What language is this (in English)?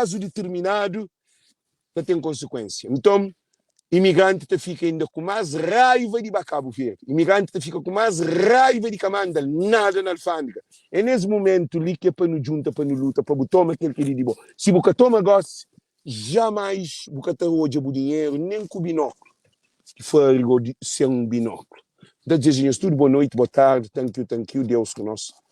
Kabuverdianu